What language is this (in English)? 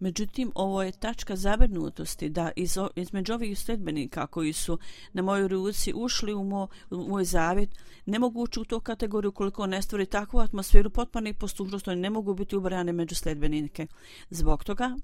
Bosnian